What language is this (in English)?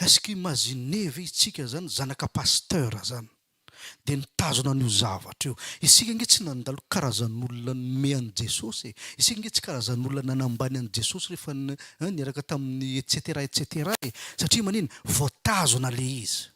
Malagasy